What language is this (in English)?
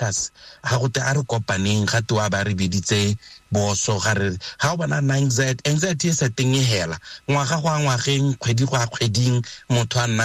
Tswana